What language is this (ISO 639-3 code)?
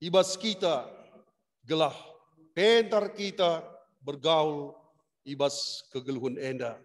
btx